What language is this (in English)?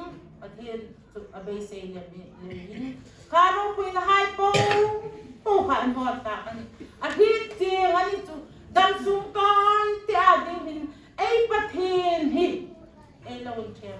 Hmar